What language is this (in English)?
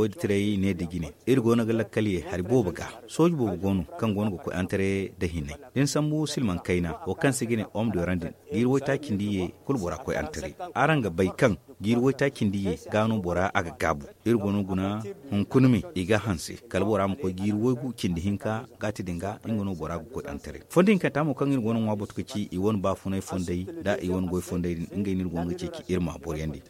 Zarma